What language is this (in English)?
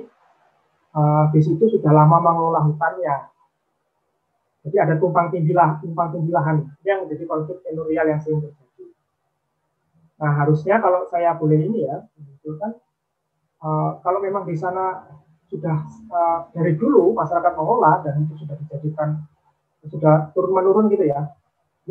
Indonesian